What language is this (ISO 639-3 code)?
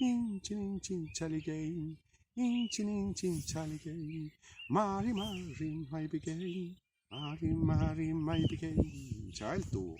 arn